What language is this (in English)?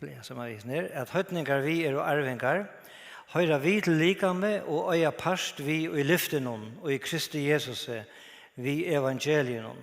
Faroese